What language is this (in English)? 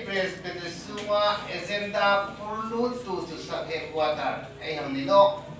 Hmar